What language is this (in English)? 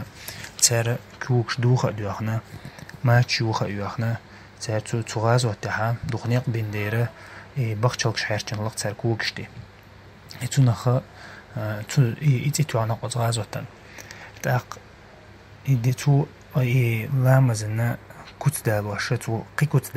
Chechen